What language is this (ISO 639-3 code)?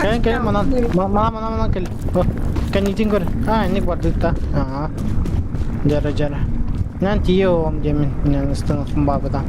sah